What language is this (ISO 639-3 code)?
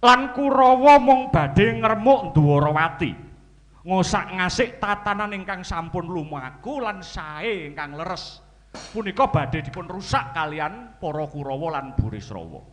jav